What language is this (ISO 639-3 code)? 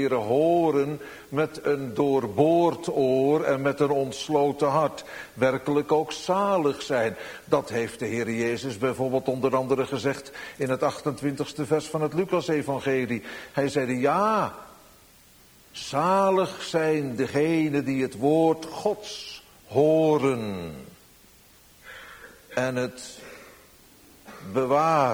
nld